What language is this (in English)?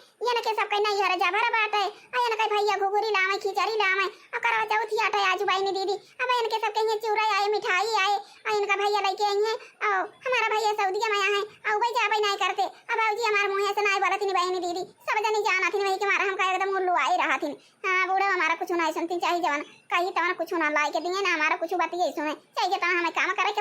Awadhi